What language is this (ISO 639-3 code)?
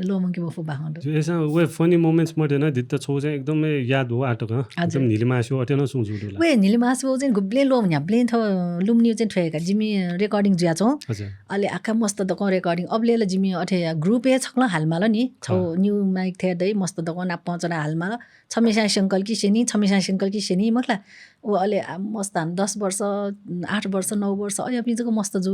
new